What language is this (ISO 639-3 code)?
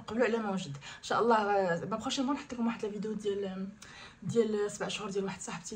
ary